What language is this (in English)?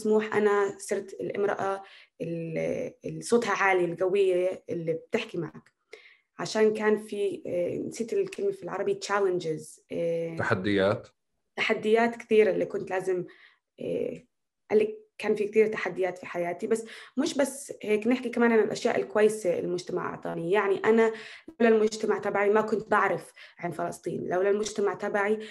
North Levantine Arabic